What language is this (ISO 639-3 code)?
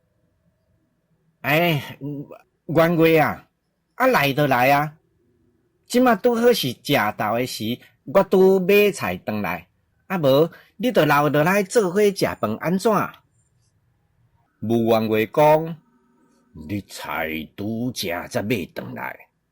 nan